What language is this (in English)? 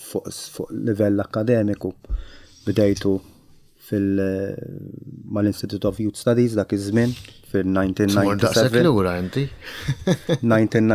Maltese